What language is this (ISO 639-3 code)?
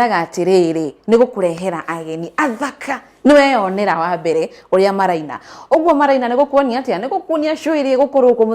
kik